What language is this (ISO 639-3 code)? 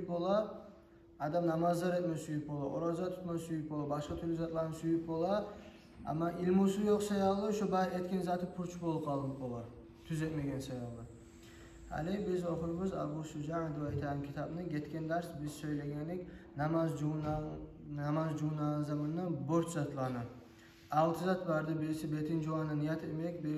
kum